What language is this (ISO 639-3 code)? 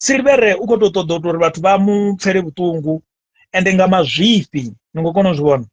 ven